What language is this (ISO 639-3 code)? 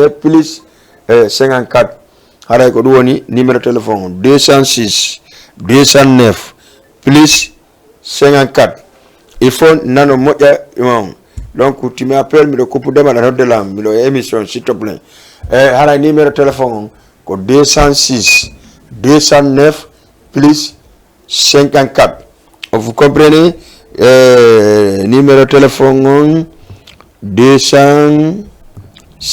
ful